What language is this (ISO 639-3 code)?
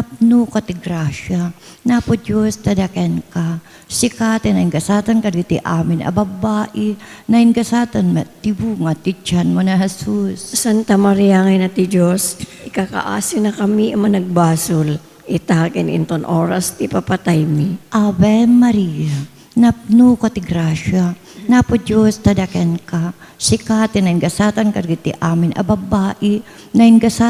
ilo